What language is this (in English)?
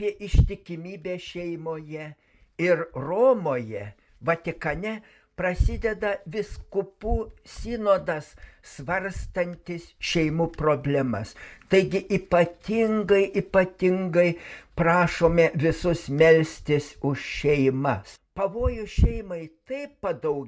Lithuanian